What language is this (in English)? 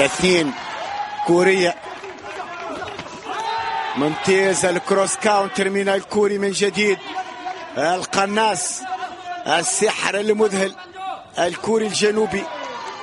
Arabic